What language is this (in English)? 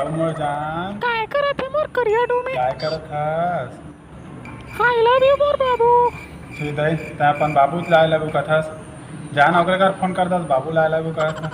Chhattisgarhi